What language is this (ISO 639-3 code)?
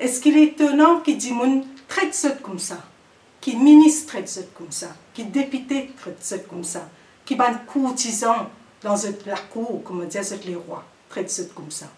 mfe